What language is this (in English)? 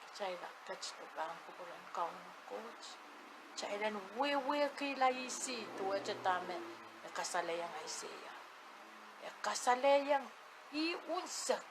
Pohnpeian